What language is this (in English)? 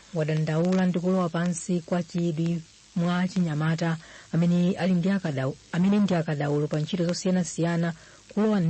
Nyanja